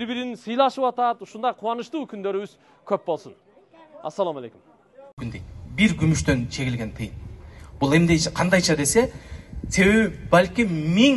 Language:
Kyrgyz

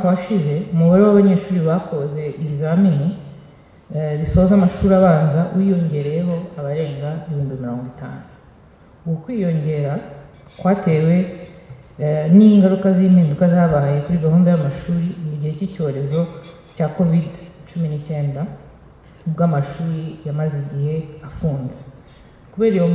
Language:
Kinyarwanda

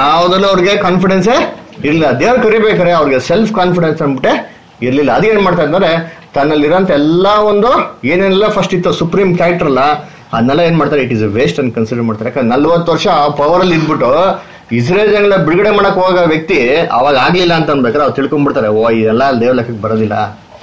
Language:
Kannada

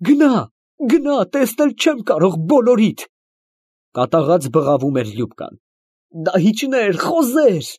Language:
Armenian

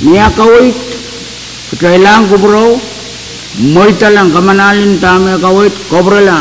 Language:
Pohnpeian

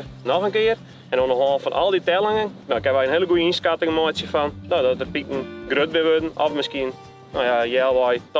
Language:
Western Frisian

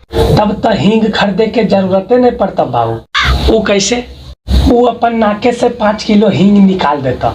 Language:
Magahi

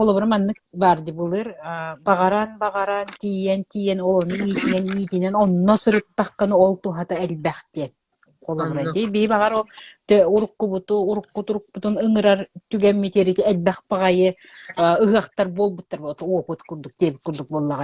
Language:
Yakut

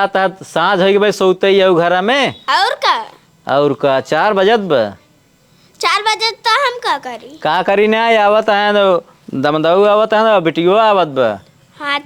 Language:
Awadhi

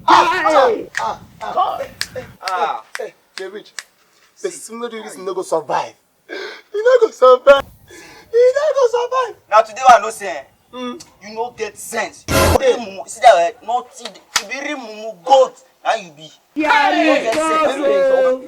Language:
Nigerian Pidgin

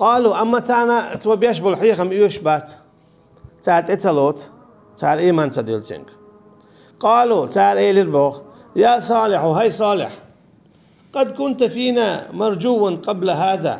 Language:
Chechen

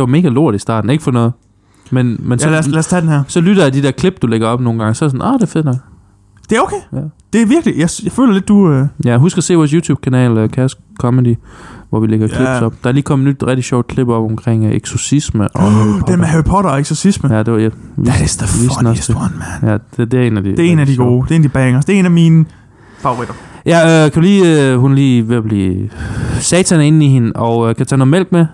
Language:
Danish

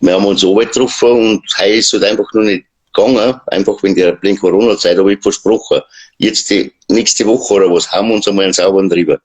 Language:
Bavarian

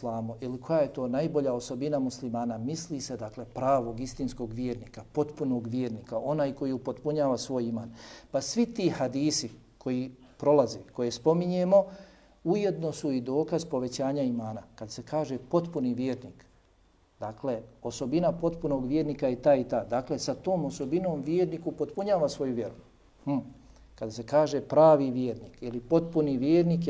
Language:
Bosnian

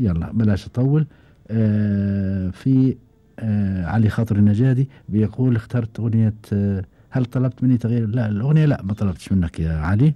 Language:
Gulf Arabic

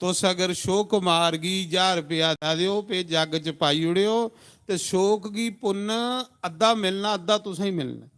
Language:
Dogri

